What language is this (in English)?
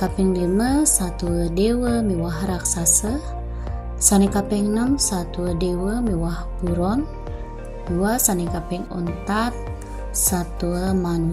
Balinese